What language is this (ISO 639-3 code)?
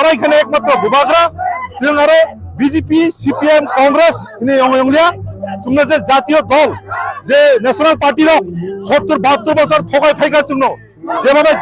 trp